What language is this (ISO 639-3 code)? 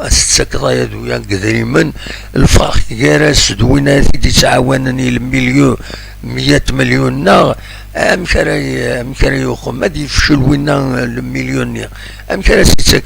kab